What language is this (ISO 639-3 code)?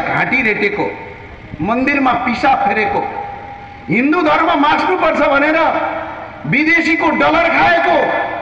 nep